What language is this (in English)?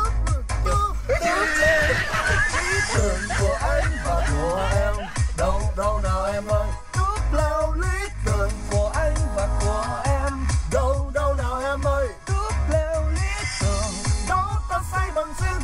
Vietnamese